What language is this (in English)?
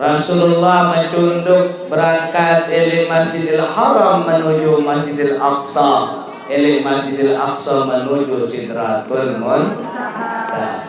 Sasak